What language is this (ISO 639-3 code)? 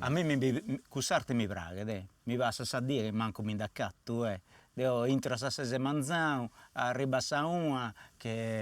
srd